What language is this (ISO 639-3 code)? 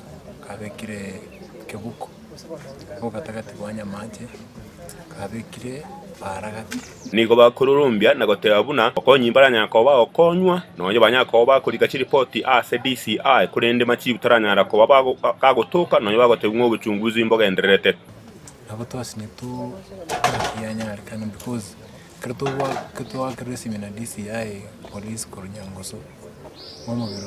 guz